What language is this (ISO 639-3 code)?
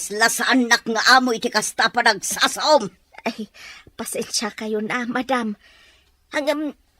ilo